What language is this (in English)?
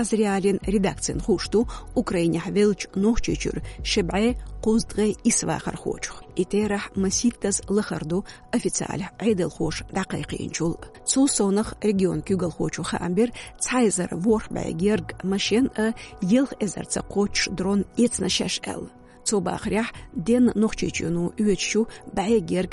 Chechen